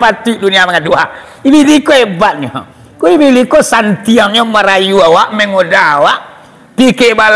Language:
Minangkabau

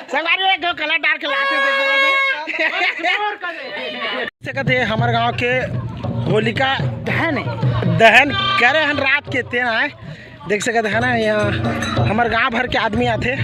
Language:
Chhattisgarhi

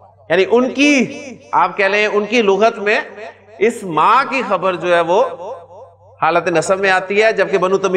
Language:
Urdu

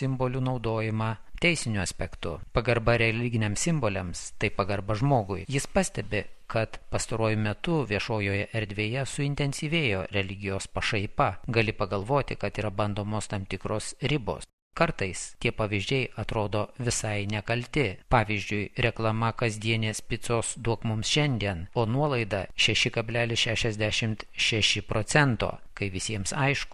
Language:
Lithuanian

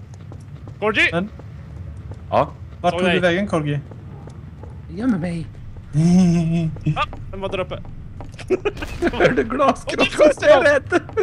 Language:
Swedish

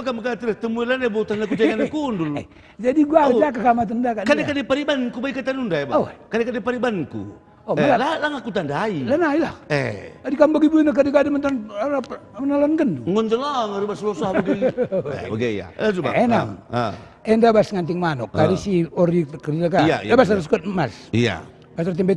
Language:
Batak Karo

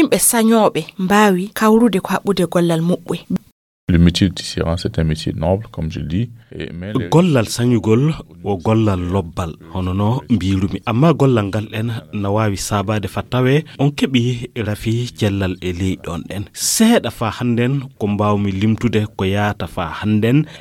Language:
Fula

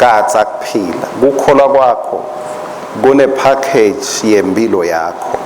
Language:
Swati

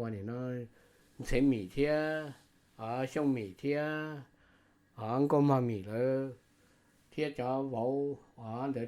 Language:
Hmong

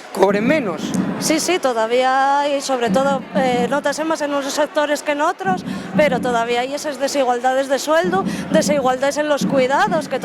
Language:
Asturian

